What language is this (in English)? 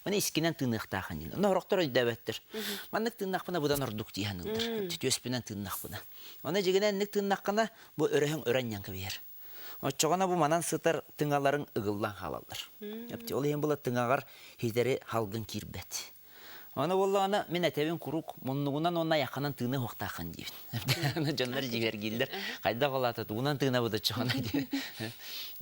Yakut